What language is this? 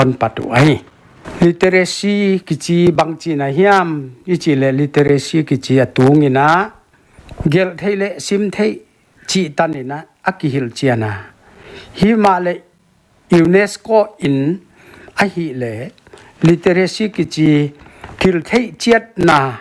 Paite Chin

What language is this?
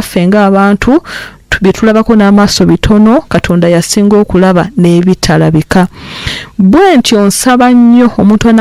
Ganda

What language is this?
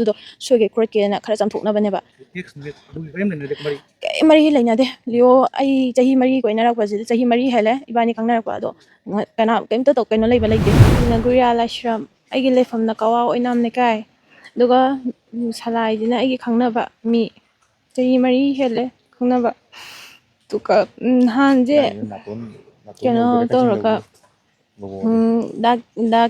Manipuri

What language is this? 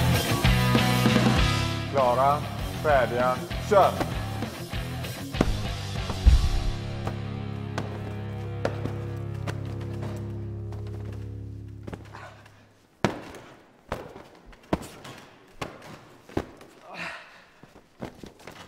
Swedish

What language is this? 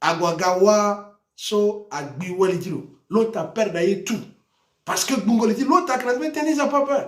Sango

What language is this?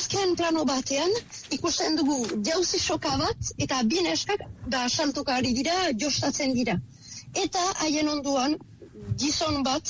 Basque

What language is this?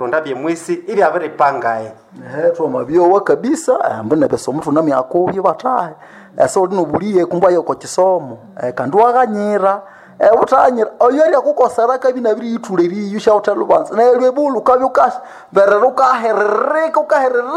Nande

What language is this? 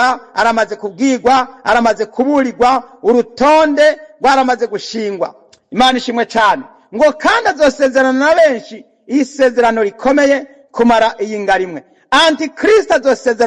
Rundi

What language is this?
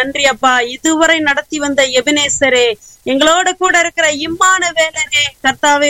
Tamil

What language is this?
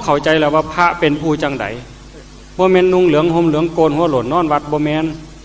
Northeastern Thai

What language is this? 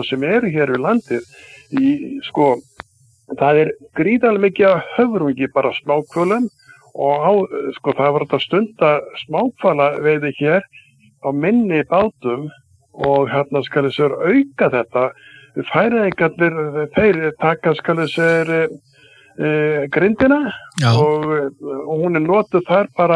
Icelandic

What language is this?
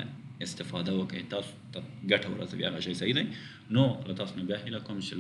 Pashto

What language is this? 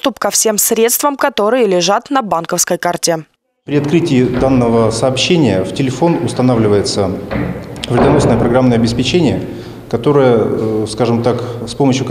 Russian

